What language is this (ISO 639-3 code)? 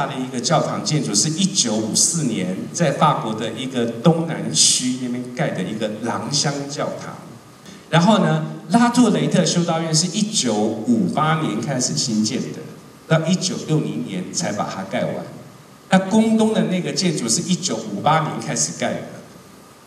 zho